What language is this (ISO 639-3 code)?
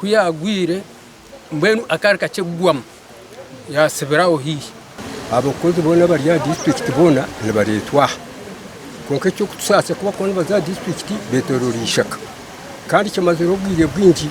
nyn